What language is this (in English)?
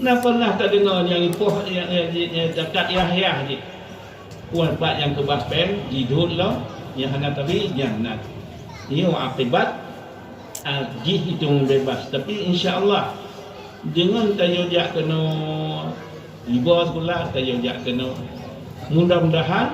Achinese